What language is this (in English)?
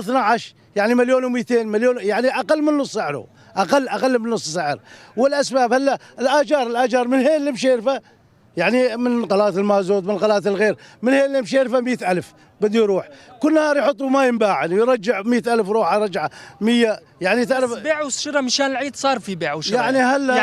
Kurdish